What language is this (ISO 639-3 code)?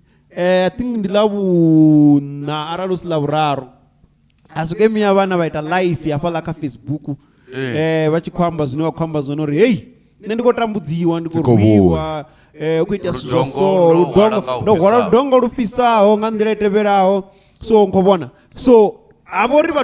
ven